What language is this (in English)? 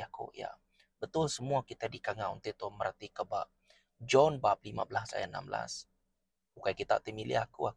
Iban